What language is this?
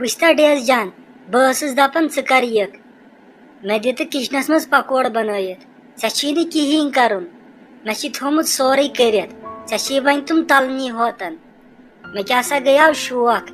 Kashmiri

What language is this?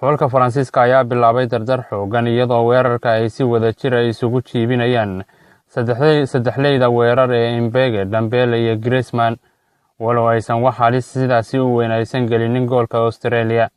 Somali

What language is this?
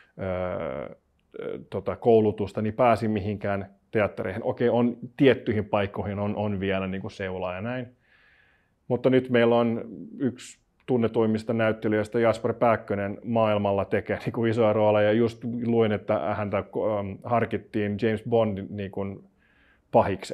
Finnish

